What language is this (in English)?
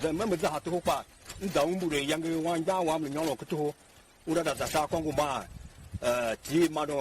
Tiv